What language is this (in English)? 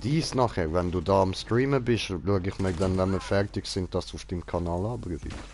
Swiss German